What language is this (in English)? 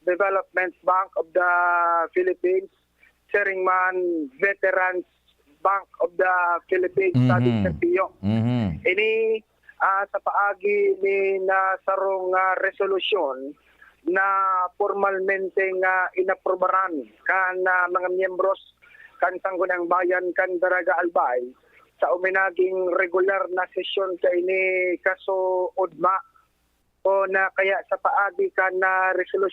Bikol